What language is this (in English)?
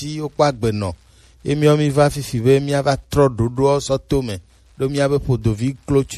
Gen